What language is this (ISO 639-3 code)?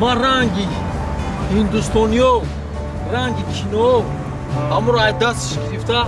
tgk